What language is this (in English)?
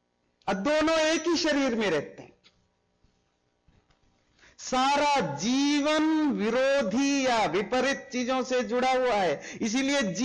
Hindi